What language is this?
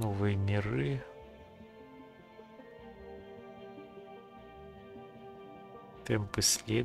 Russian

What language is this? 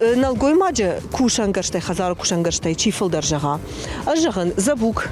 Ossetic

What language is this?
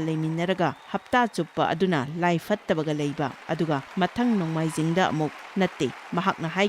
Manipuri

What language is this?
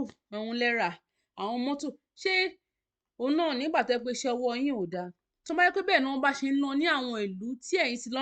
Yoruba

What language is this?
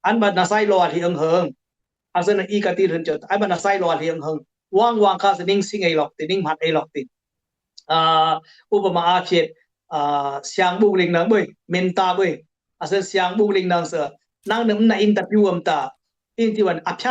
Dimasa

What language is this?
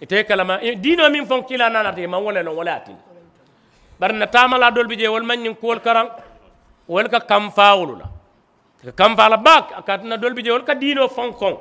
Mandingo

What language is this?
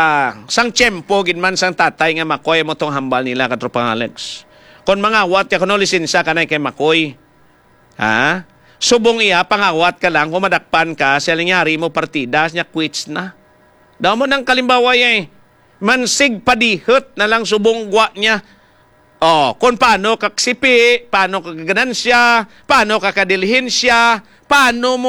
Hiligaynon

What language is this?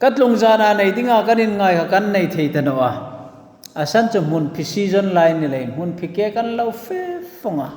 Hmar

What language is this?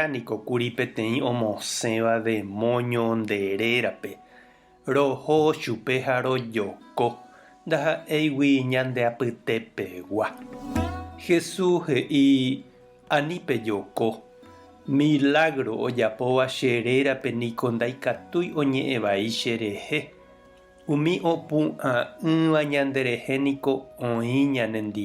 Guarani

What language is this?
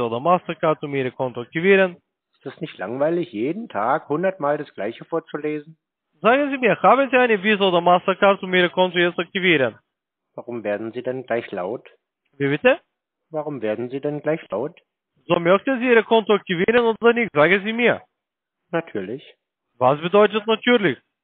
German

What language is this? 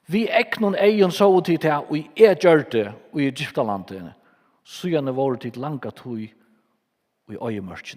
Faroese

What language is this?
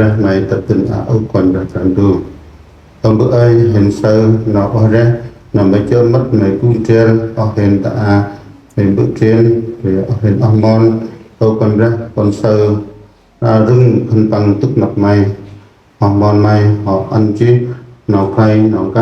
Central Mnong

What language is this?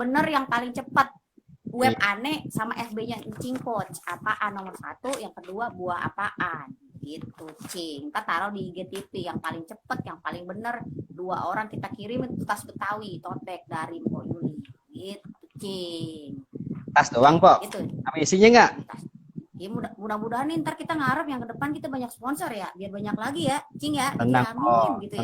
Betawi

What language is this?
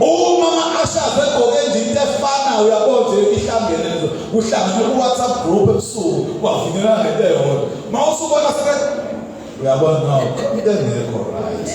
Zulu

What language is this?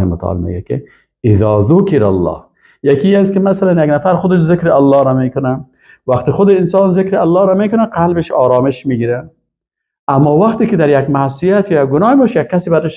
Persian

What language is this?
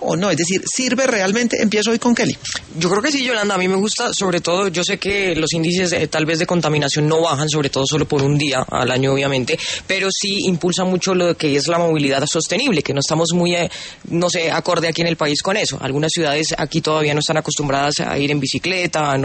Spanish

